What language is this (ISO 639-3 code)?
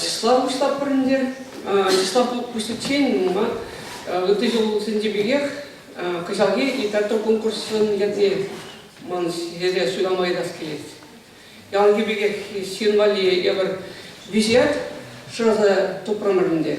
chv